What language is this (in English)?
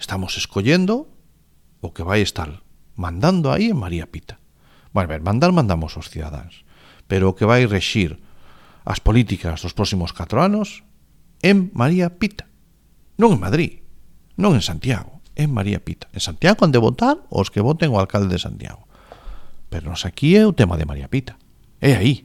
Galician